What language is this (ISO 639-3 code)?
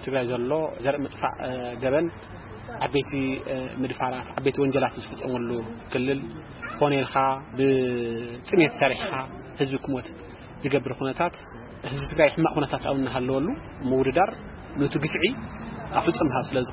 tir